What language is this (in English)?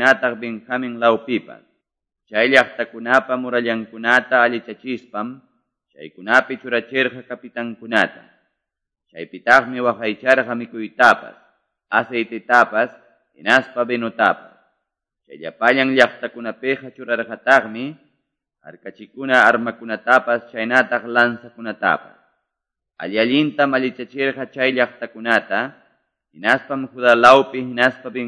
Quechua